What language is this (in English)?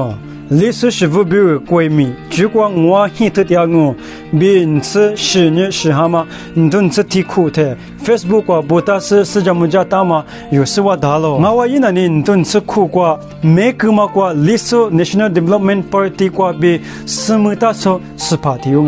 Lisu